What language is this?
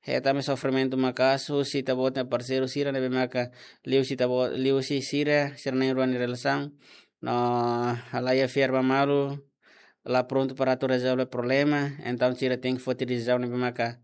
Tetum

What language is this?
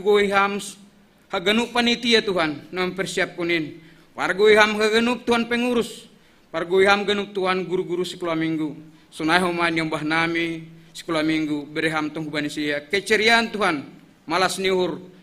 Batak Simalungun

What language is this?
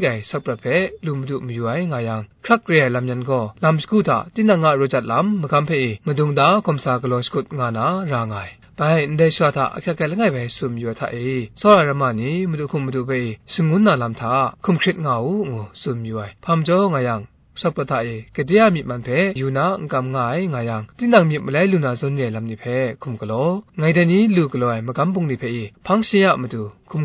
Kachin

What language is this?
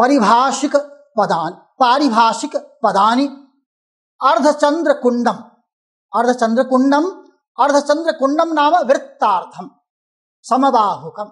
Sanskrit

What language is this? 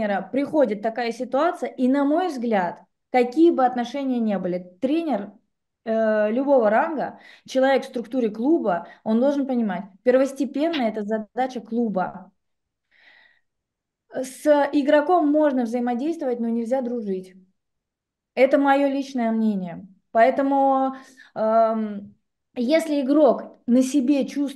Russian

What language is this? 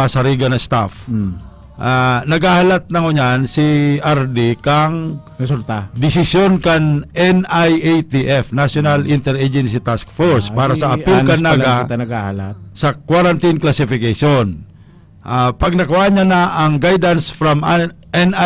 Bikol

